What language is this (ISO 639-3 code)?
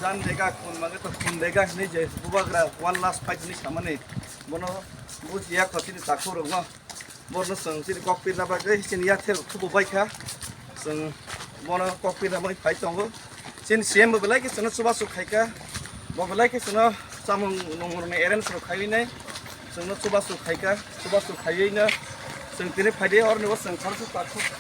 trp